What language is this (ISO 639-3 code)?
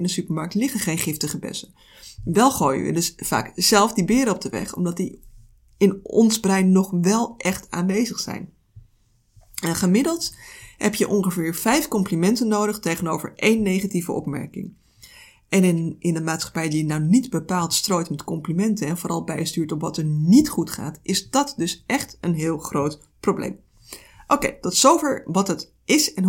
nld